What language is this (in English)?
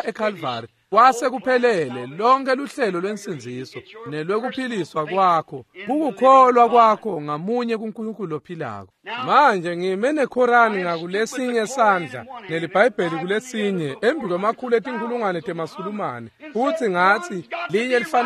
Swati